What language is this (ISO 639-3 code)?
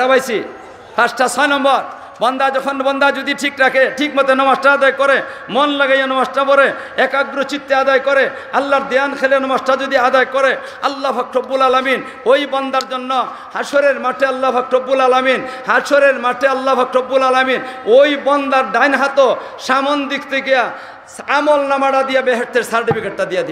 syl